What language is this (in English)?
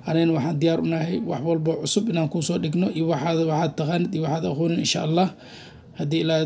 Somali